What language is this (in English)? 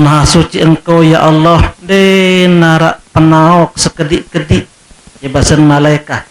Sasak